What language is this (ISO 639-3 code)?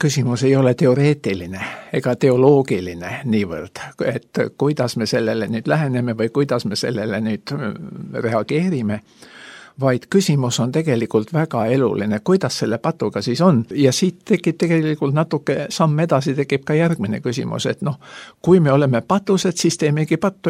est